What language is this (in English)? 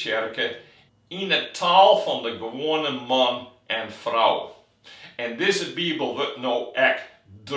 Western Frisian